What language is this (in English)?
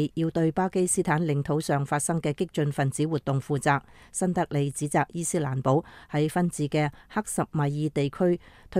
Cantonese